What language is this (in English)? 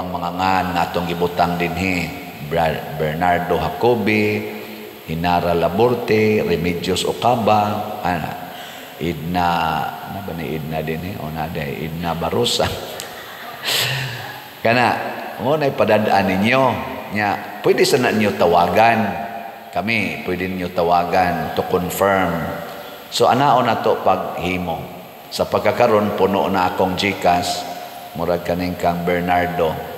Cebuano